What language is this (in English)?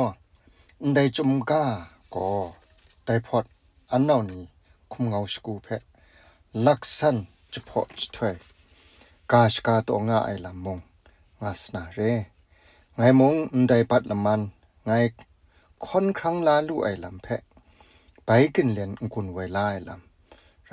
Kachin